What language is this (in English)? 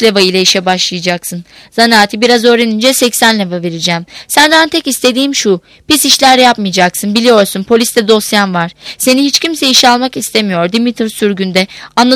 Turkish